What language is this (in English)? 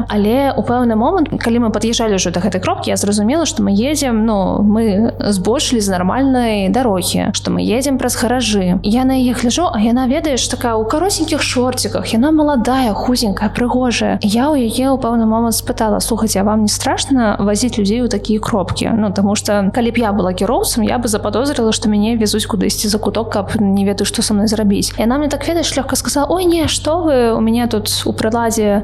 Belarusian